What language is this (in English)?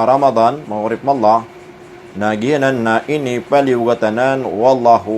Maranao